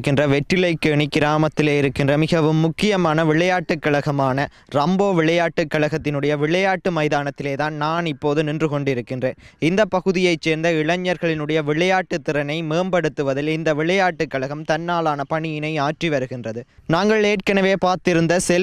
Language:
Tamil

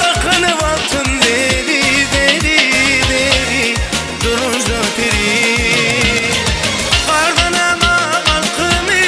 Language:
Turkmen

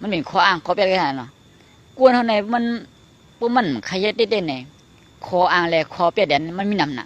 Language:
Shan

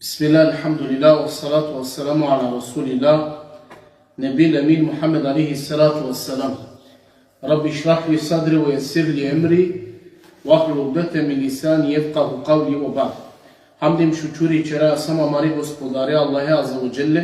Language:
Balkan Romani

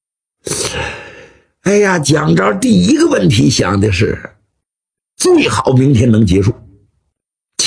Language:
Chinese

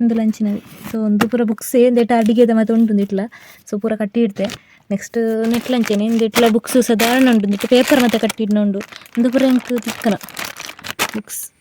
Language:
Tulu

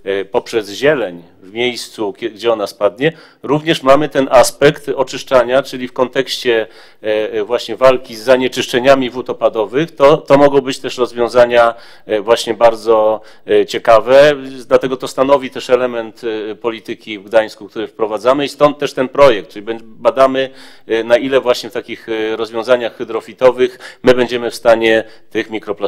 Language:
Polish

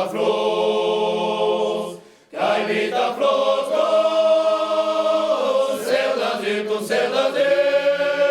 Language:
Occitan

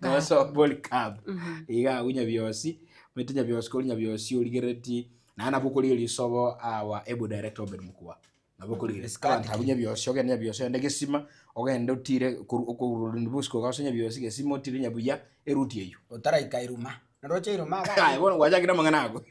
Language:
Gusii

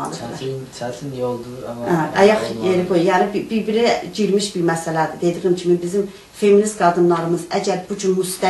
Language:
South Azerbaijani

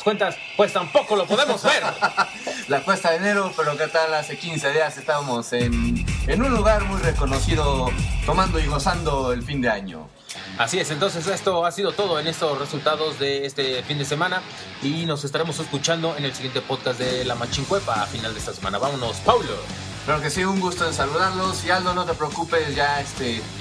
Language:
Spanish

